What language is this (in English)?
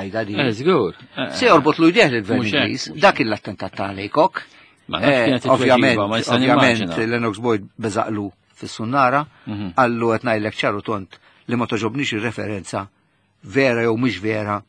Maltese